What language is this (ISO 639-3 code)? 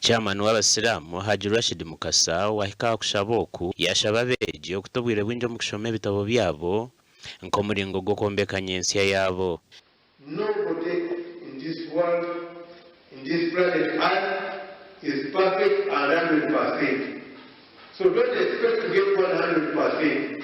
nyn